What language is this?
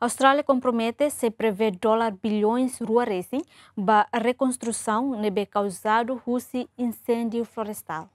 Tetum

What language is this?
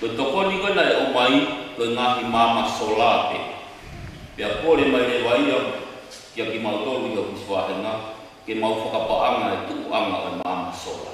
Tongan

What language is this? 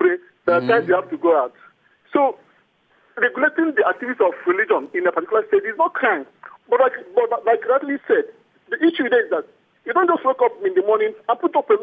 Nigerian Pidgin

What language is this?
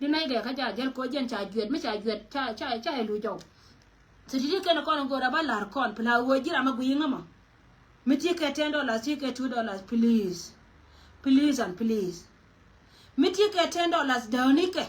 Nuer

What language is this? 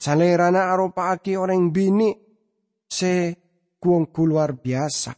Madurese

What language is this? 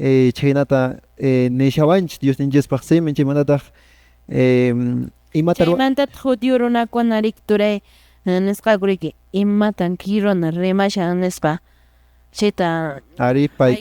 Quechua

